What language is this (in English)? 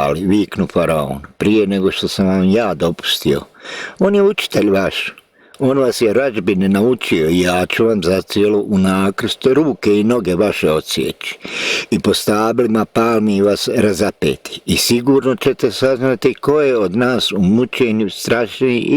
Bosnian